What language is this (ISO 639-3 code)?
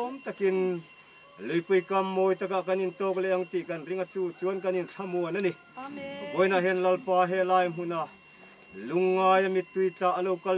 lus